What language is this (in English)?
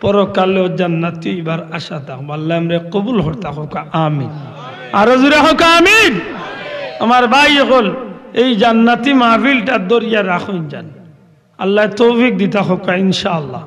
Sylheti